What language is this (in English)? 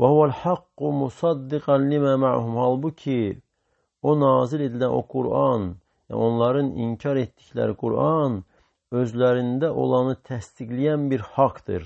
Azerbaijani